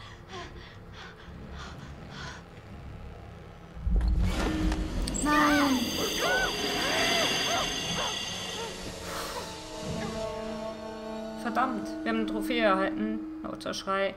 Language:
German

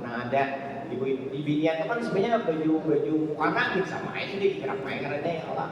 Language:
Banjar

